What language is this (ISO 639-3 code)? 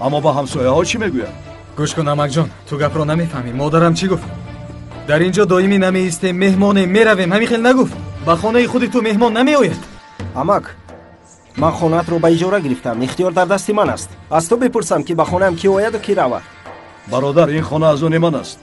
tgk